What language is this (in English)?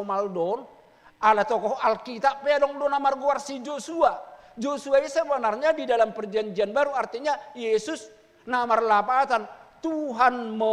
Batak Toba